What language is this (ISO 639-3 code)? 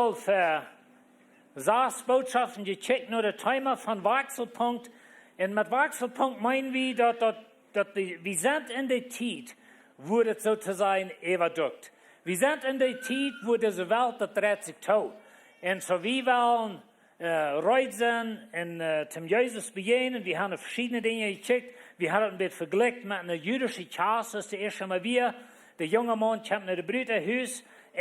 pdt